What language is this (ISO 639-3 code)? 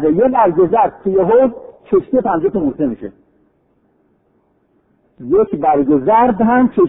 fas